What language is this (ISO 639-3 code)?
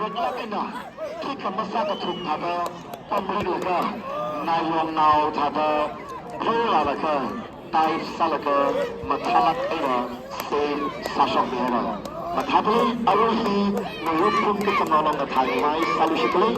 nmf